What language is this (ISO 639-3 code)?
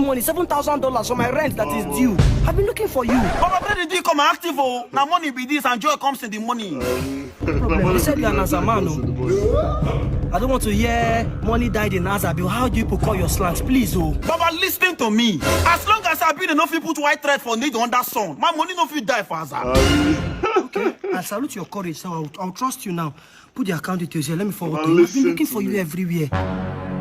pcm